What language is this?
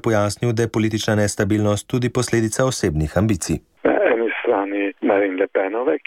Slovenian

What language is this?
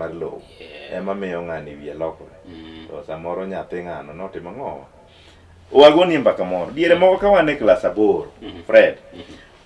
Luo (Kenya and Tanzania)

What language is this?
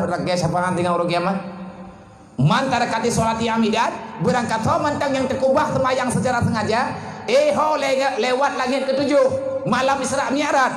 Achinese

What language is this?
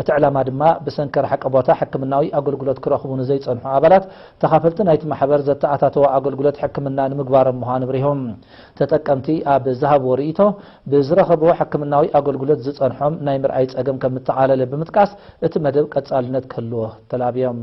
Tigrinya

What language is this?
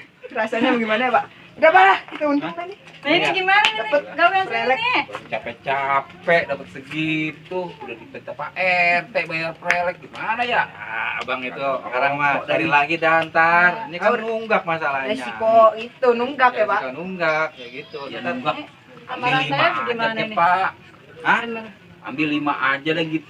Betawi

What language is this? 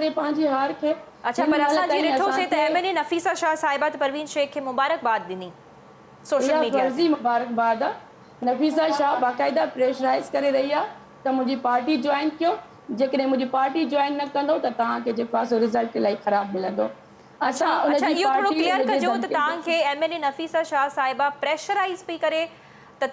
Sindhi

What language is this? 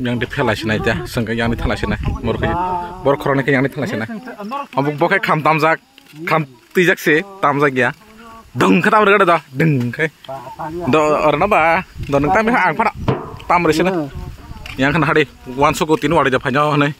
Kok Borok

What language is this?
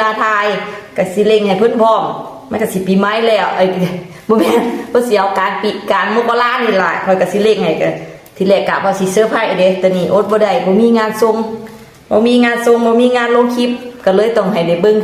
Northeastern Thai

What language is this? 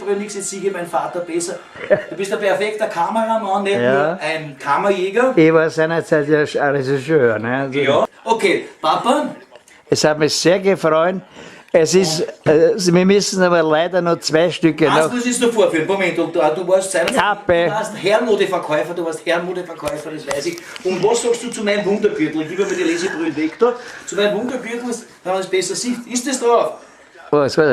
Bavarian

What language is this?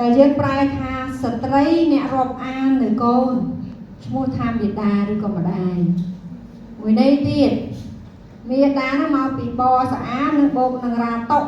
Khmer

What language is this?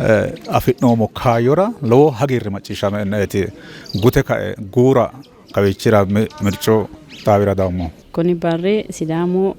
Sidamo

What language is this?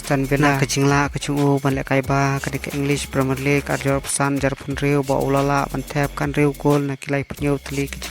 Khasi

